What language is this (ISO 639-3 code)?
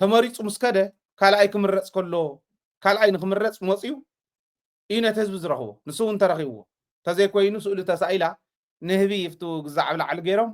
tir